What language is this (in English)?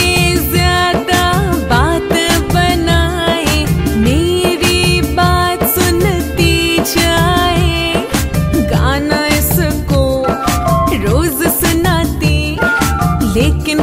Hindi